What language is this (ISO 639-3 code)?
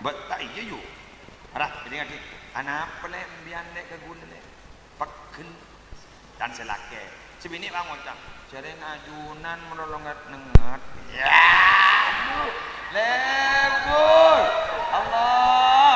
mad